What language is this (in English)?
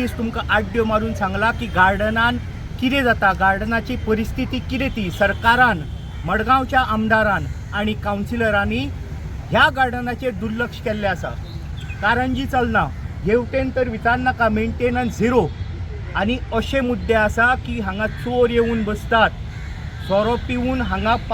Konkani